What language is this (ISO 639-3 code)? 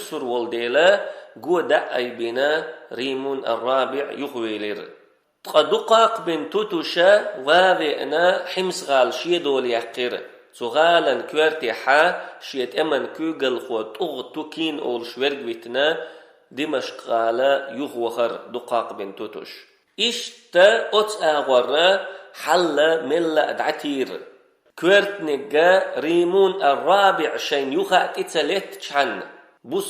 che